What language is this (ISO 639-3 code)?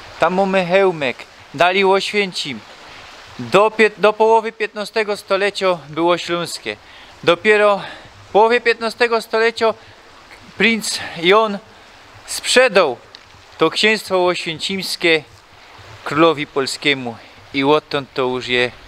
szl